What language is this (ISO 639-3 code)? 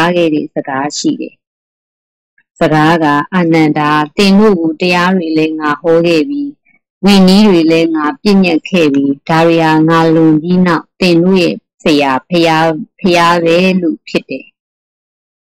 mya